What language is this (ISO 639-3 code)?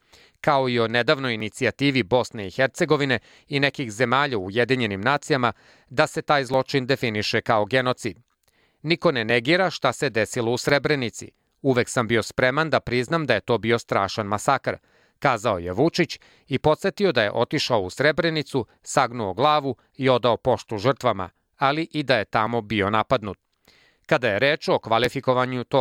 srp